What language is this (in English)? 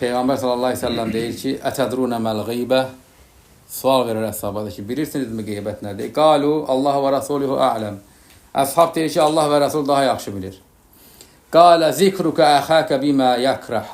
Azerbaijani